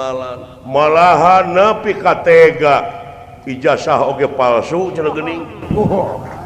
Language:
Sundanese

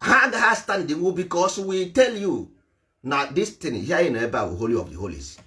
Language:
Igbo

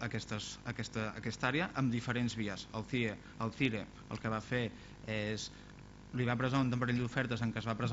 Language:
Catalan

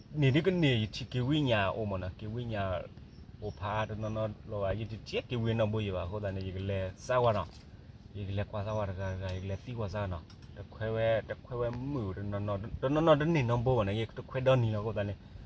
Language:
S'gaw Karen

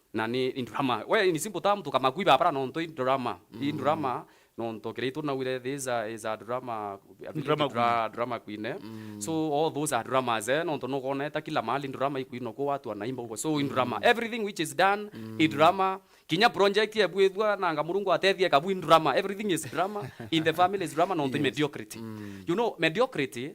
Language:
Meru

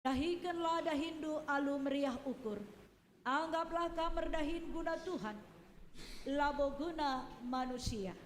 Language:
Batak Karo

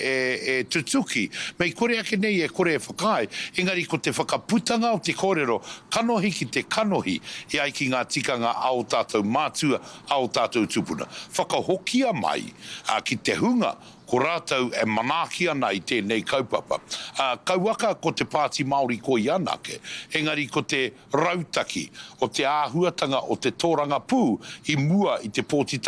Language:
Māori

